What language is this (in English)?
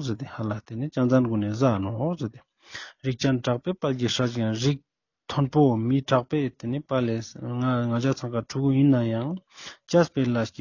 Ladakhi